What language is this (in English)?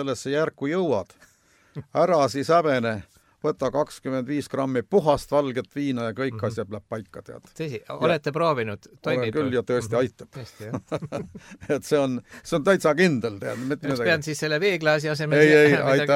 Estonian